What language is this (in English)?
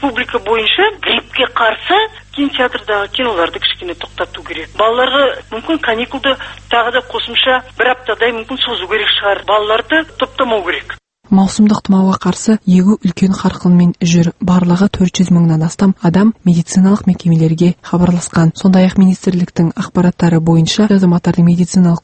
Kazakh